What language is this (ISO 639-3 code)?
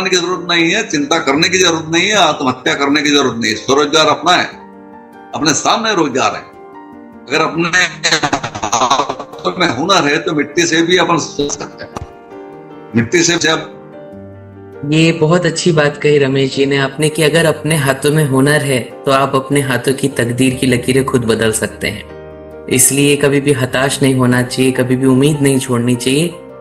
hin